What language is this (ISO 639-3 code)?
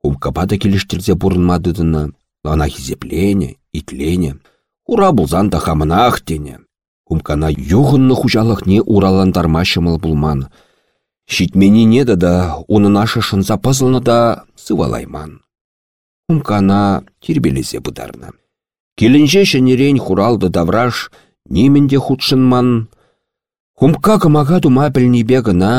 chv